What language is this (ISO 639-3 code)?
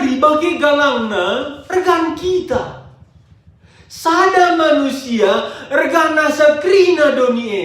btx